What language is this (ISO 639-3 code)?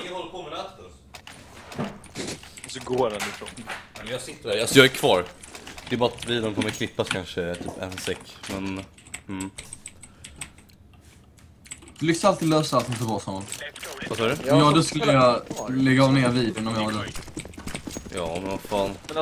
swe